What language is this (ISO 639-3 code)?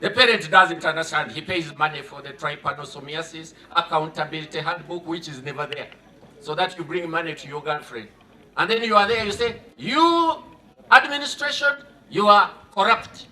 nyn